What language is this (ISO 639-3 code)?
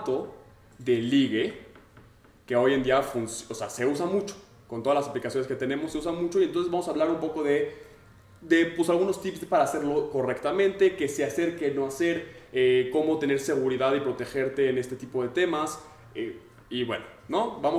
spa